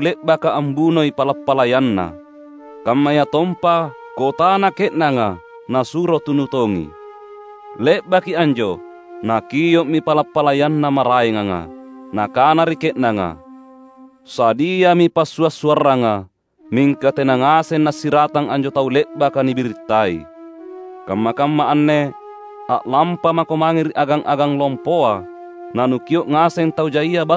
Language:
Makasar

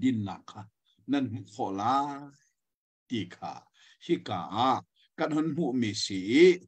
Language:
Hakha Chin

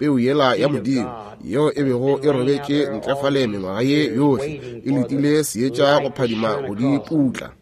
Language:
Northern Sotho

